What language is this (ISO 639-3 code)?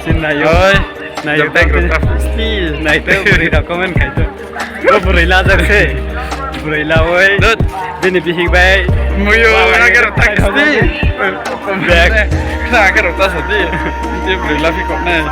trp